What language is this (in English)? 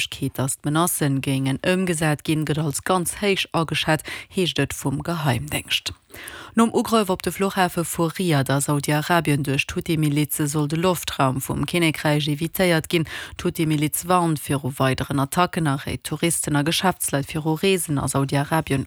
Luxembourgish